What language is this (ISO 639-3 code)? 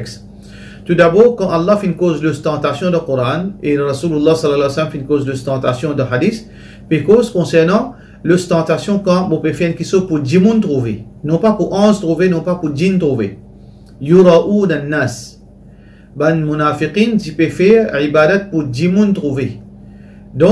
mfe